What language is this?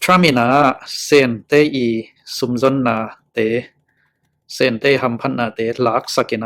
Tedim Chin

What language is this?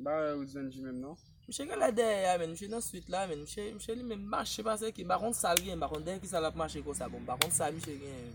Haitian Creole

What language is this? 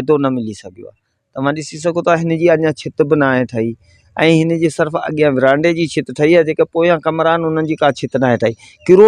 Sindhi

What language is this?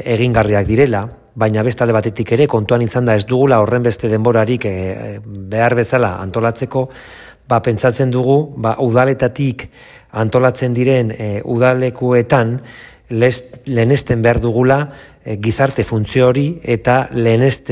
Basque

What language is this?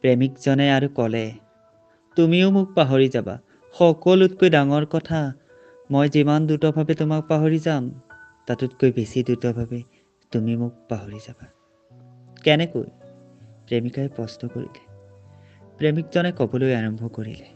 Assamese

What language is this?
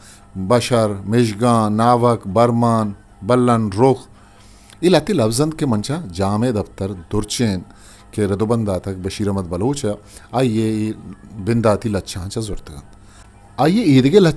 Eastern Balochi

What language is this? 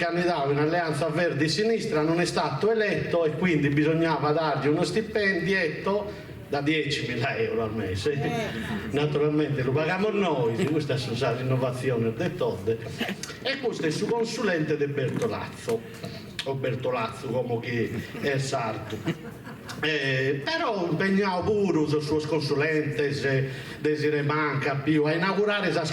Sardinian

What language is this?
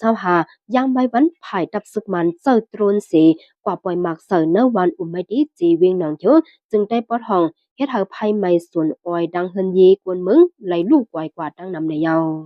Shan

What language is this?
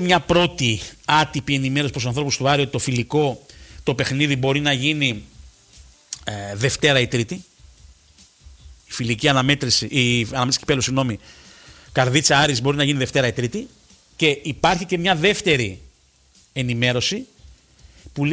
Greek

